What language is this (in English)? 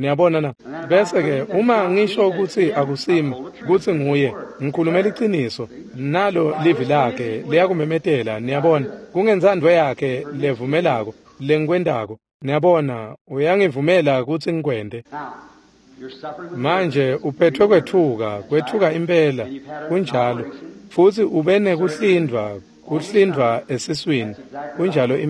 Swati